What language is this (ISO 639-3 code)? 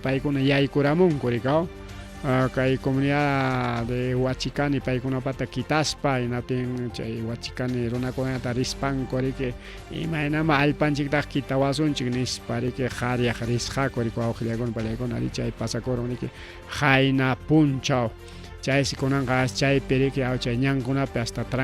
quy